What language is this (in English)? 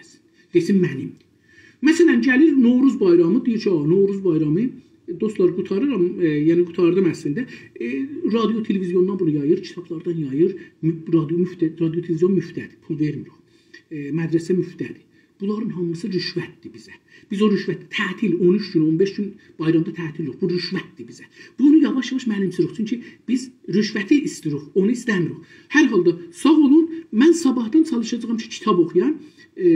South Azerbaijani